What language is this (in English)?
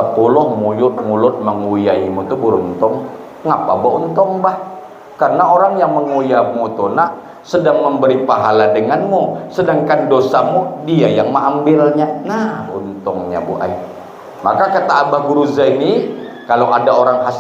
Banjar